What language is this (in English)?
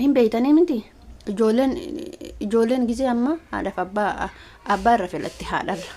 Oromo